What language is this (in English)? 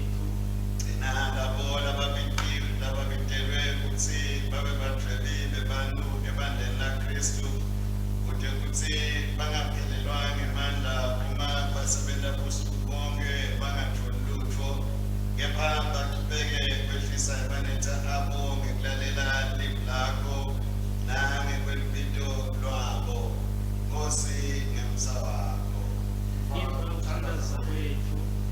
Swati